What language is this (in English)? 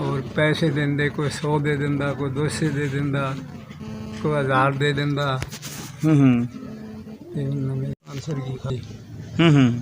Haryanvi